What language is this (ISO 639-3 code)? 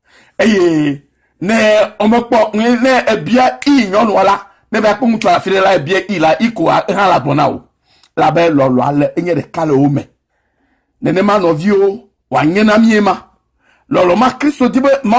ewe